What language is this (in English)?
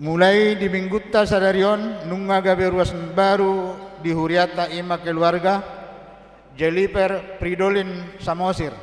Batak Toba